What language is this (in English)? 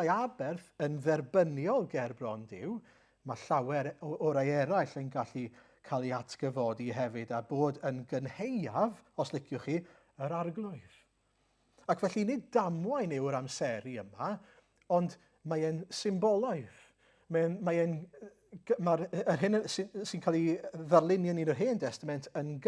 Welsh